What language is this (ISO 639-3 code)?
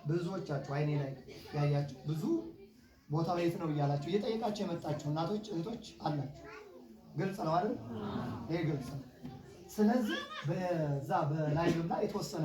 amh